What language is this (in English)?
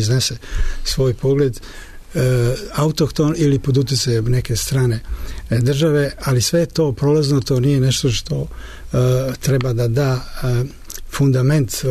Serbian